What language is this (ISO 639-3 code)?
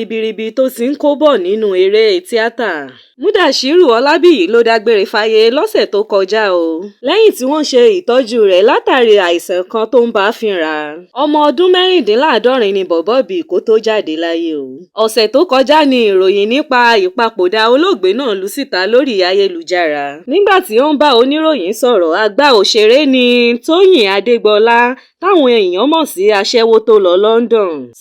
yor